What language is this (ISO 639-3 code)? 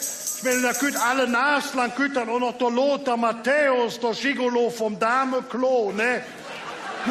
ksh